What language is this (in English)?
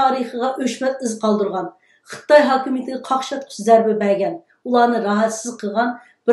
Uyghur